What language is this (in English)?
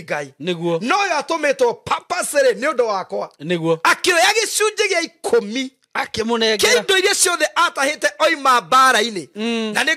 Kikuyu